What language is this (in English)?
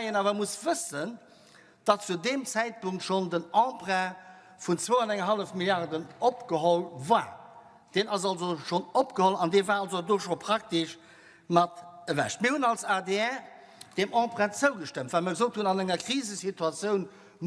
Luxembourgish